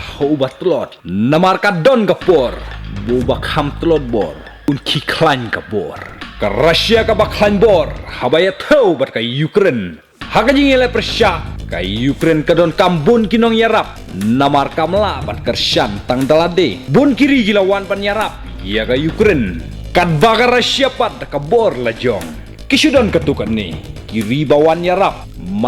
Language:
Khasi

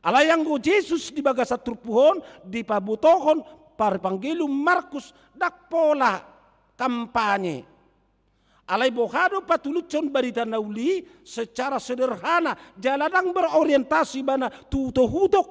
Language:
Batak Toba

